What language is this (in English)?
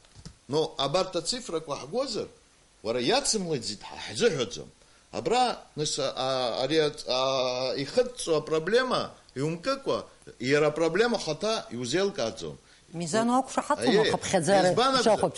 Abkhazian